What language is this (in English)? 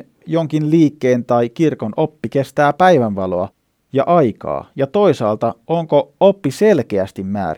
Finnish